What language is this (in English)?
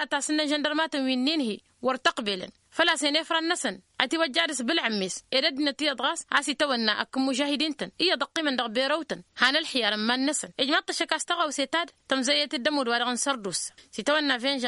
Tamasheq